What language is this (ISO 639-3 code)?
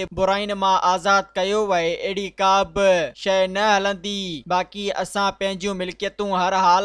snd